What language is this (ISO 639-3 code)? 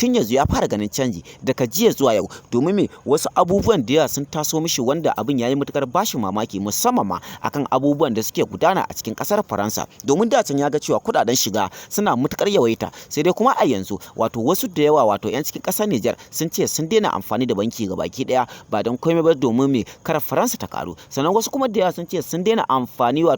hau